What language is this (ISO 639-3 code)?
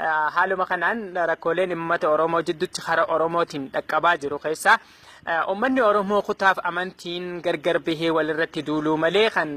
orm